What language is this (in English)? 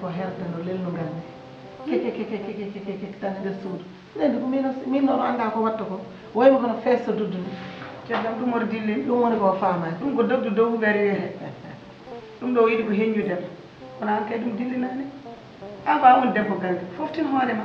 Fula